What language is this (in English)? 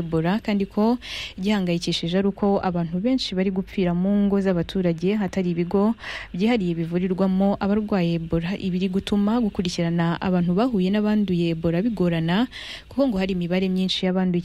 Kinyarwanda